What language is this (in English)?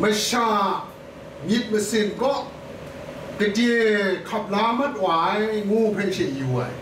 Kachin